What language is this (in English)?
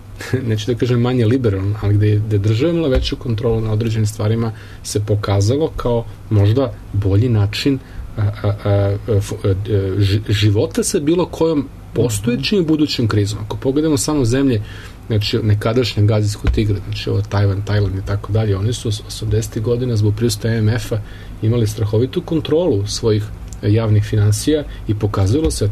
Serbian